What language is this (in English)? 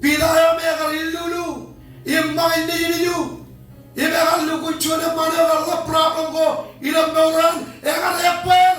Marshallese